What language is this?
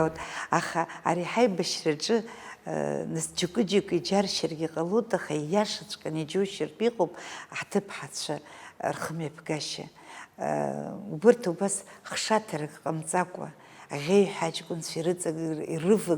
Abkhazian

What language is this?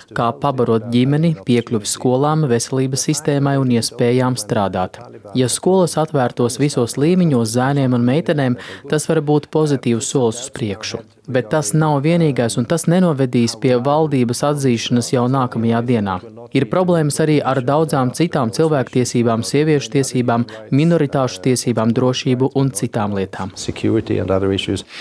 Latvian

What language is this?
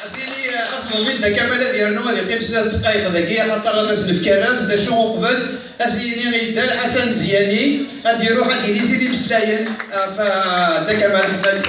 Kabyle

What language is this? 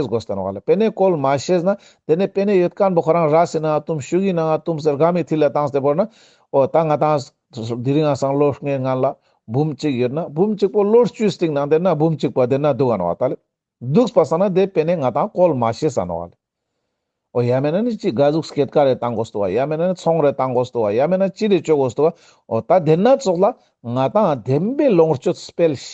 Ladakhi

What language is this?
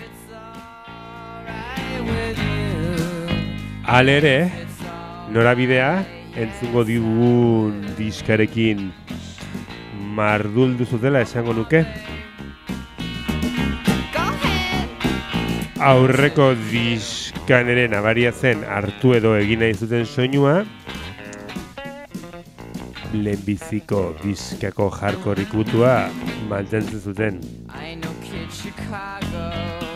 Basque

